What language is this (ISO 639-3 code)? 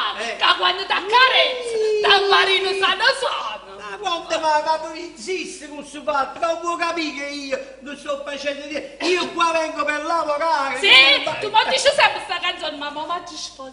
nap